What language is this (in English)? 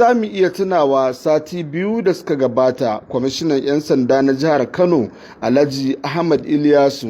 Hausa